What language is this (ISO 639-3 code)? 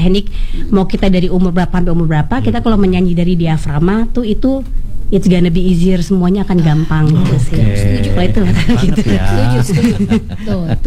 ind